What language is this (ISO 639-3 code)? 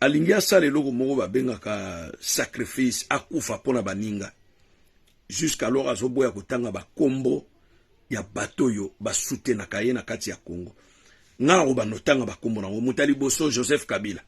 lin